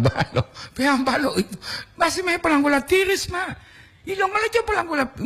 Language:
Gorontalo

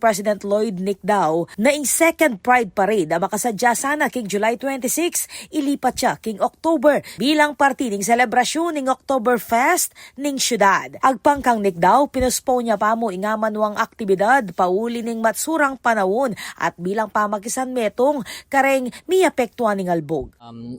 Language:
Pampanga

